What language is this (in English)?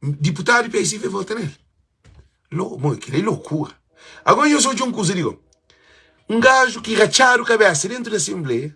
Kabuverdianu